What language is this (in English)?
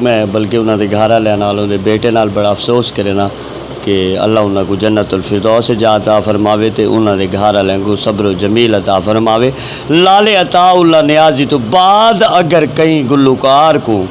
Western Panjabi